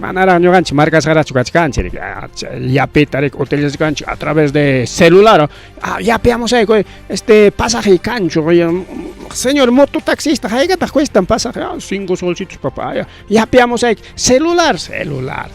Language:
Ayacucho Quechua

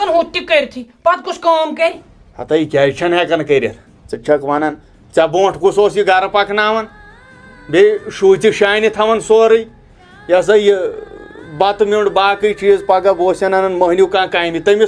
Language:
Kashmiri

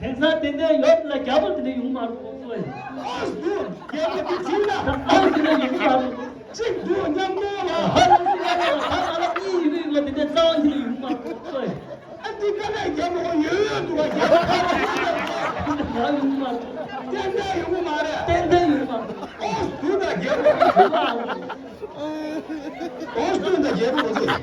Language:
Tibetan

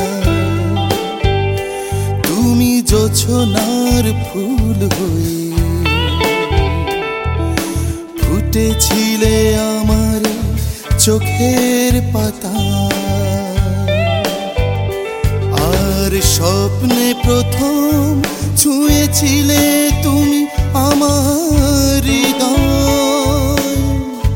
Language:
Bangla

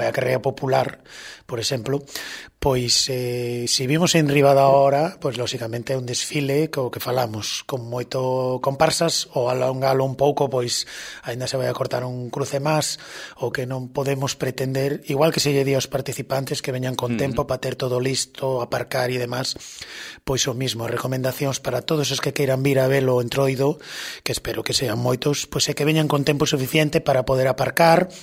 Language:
Galician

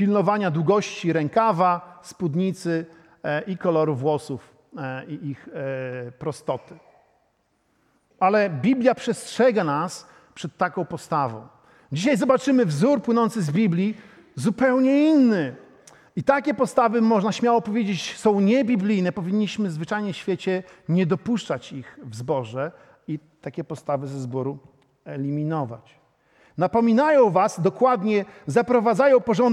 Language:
Polish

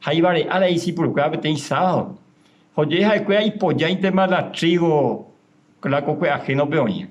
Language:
Guarani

